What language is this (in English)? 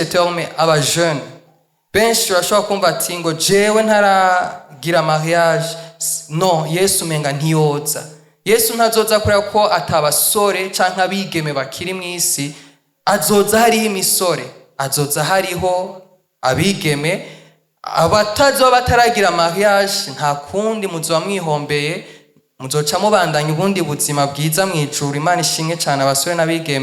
Rundi